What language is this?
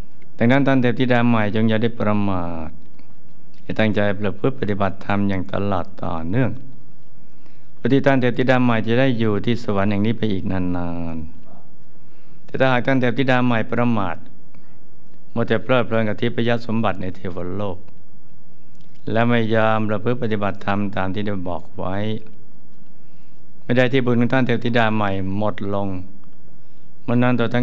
Thai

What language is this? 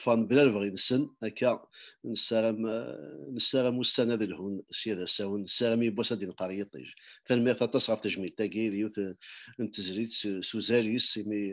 Kabyle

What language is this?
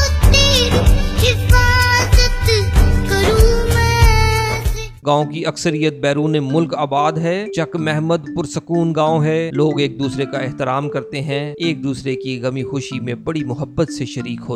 Urdu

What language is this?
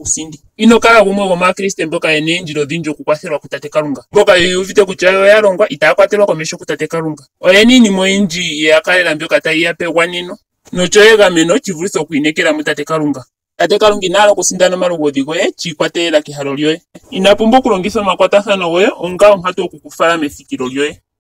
Ndonga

